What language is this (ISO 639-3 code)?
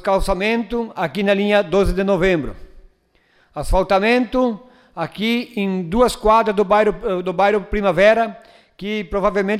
por